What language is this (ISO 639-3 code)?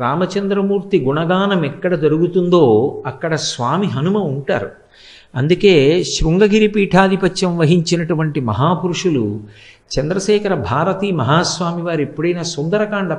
tel